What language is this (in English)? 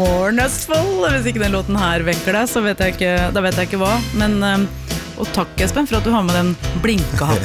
Norwegian